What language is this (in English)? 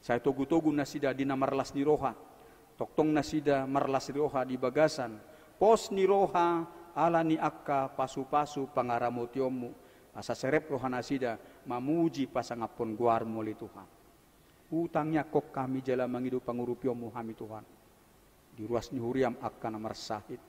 Batak Toba